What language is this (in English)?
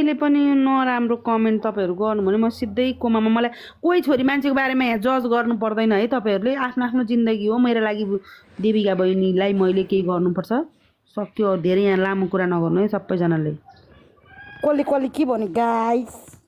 Nepali